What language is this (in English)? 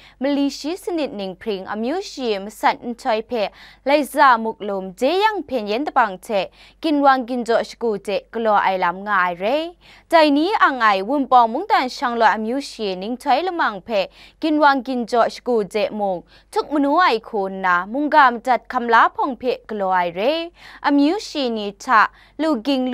Kachin